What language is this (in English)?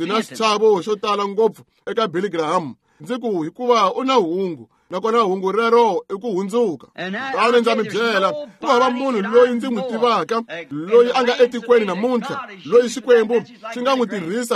Tsonga